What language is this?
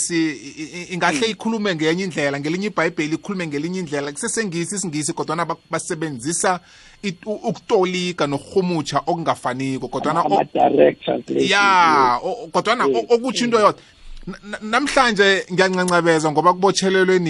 South Ndebele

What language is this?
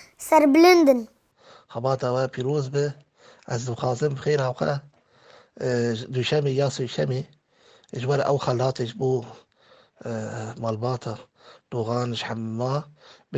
Kurdish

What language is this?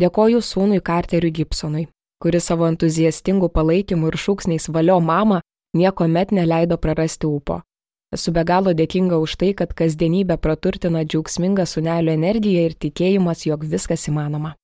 Lithuanian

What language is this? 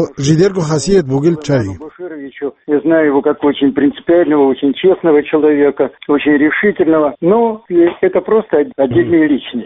Avaric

